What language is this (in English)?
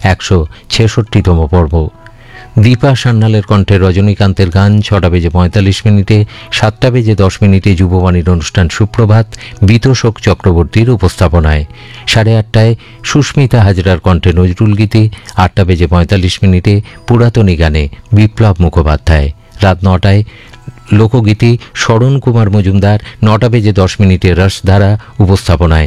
Bangla